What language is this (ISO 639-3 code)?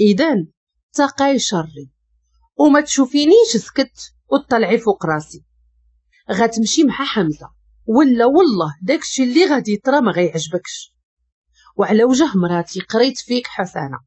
ary